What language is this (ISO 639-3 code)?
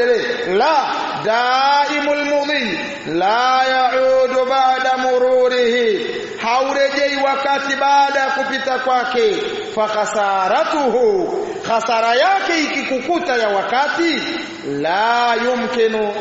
swa